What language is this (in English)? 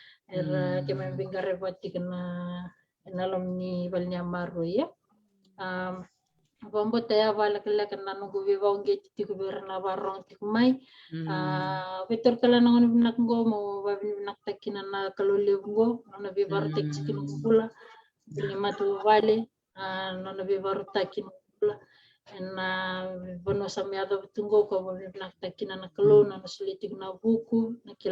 Fijian